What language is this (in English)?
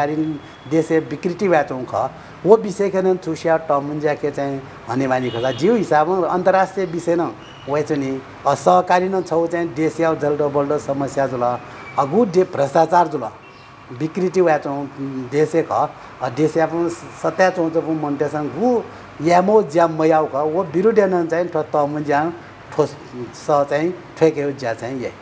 Newari